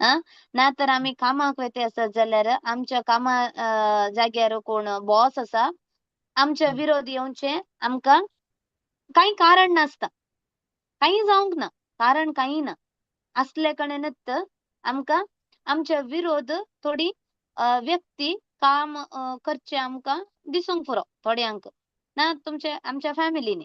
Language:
Konkani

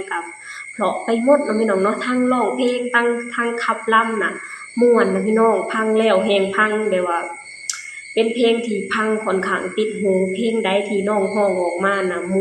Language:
Lao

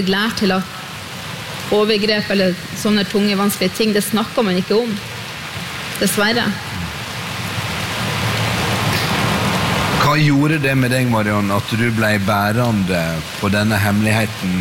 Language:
Norwegian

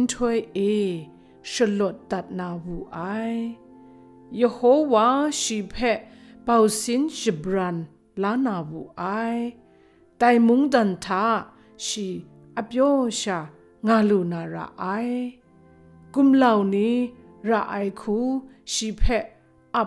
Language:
Kachin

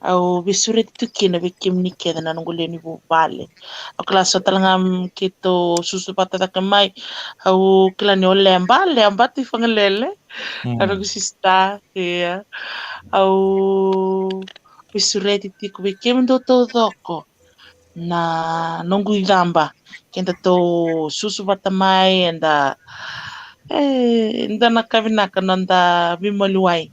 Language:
Fijian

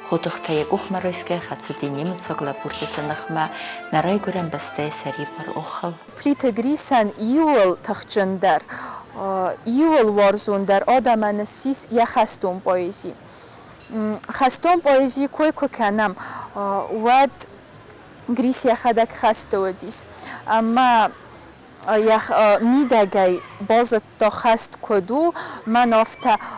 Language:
Ossetic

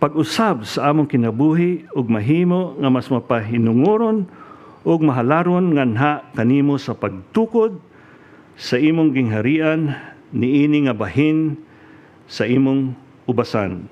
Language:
Cebuano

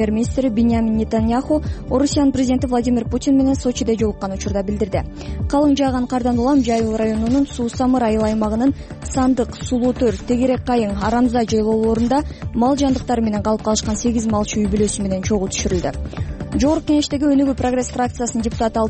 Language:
Kyrgyz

